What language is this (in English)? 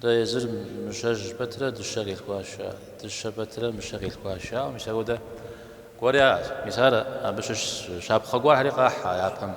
Kabardian